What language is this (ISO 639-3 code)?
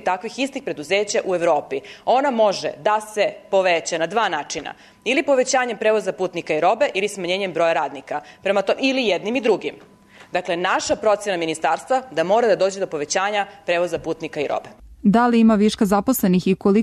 srp